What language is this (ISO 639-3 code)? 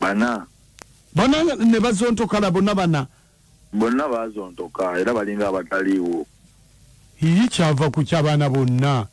lug